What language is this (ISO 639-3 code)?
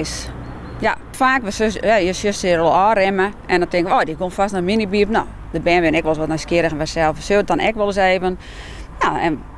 fry